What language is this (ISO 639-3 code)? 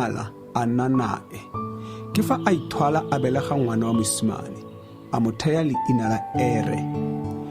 tsn